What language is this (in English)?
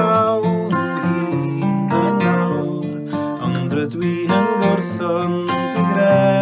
Welsh